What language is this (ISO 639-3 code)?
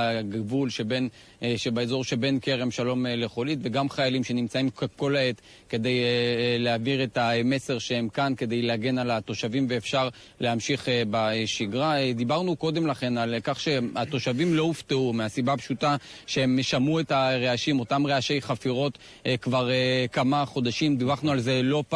heb